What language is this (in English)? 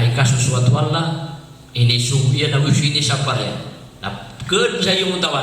Maranao